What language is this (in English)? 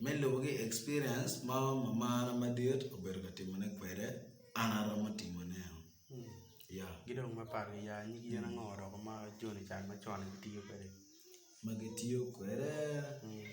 Acoli